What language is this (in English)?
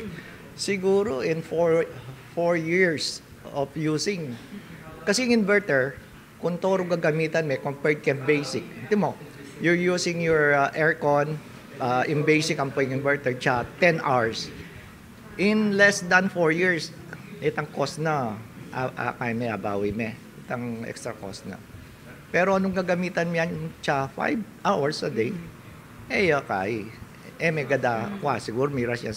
Pampanga